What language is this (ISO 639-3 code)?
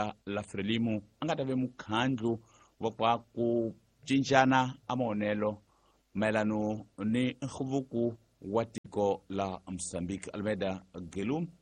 tso